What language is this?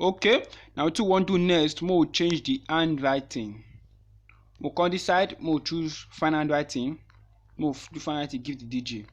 Nigerian Pidgin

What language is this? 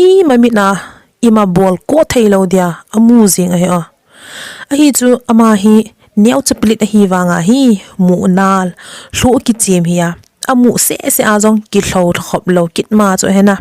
Thado Chin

